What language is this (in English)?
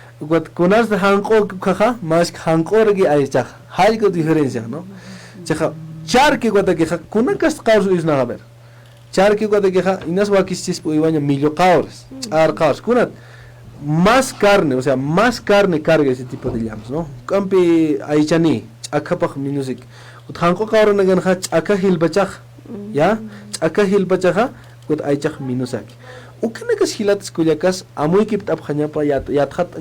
Aymara